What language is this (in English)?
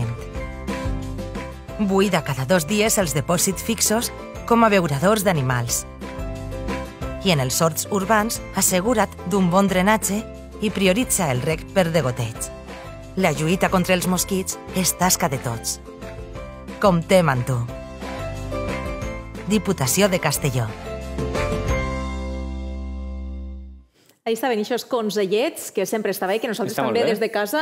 Catalan